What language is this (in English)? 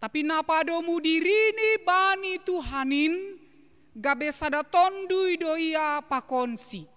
Batak Simalungun